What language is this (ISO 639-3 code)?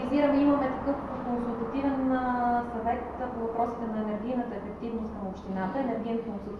bul